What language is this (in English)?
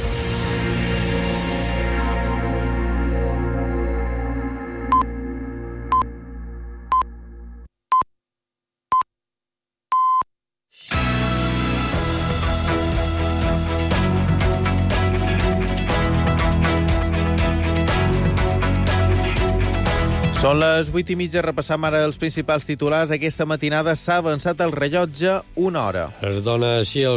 Catalan